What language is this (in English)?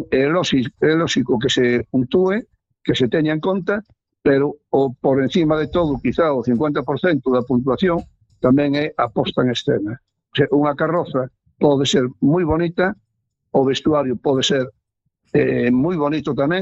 Galician